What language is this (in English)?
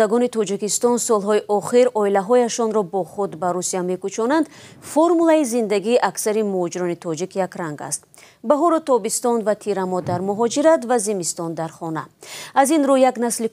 Tajik